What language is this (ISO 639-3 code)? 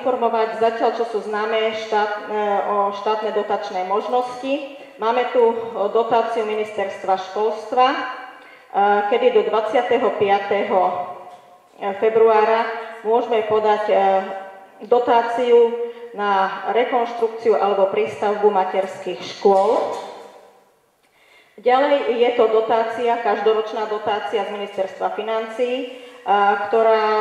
slk